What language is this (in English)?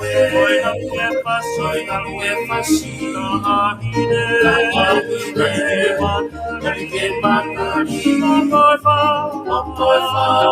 Tongan